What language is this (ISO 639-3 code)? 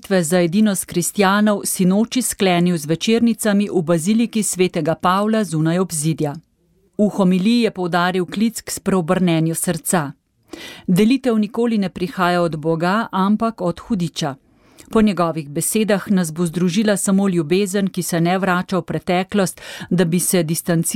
slv